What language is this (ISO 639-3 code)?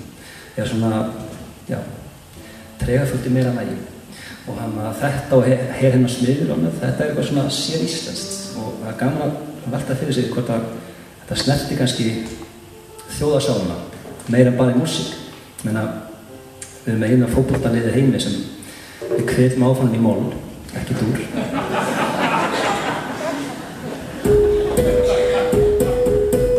isl